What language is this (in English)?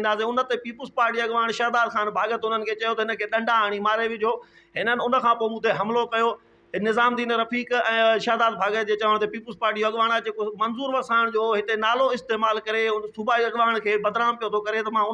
Sindhi